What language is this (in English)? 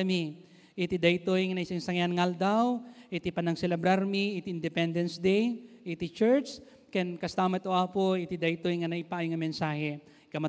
Iloko